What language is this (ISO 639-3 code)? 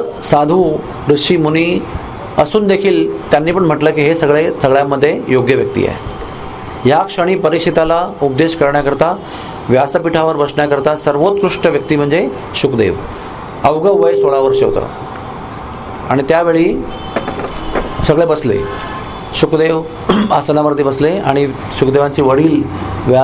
mar